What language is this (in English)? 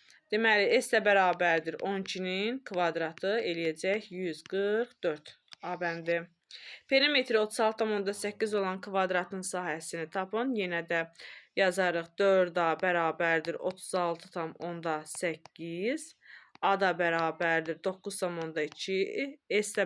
Azerbaijani